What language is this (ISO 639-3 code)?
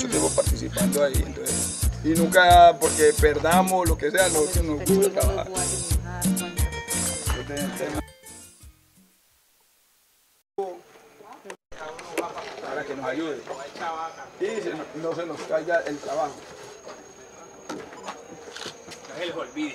spa